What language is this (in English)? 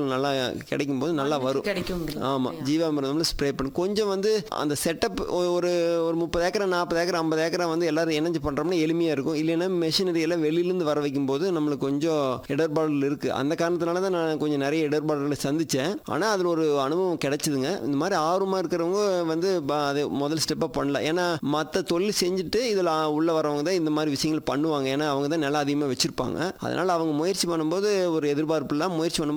Tamil